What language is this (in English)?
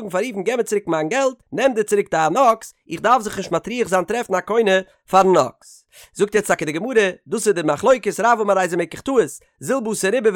Yiddish